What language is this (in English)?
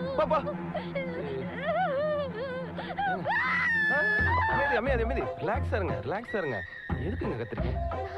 Tamil